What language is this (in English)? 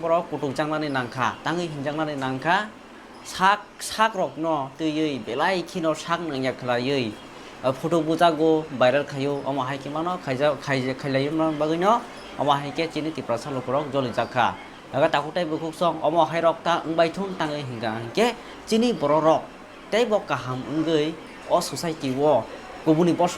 Kok Borok